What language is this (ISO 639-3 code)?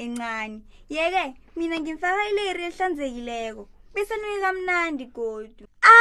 nbl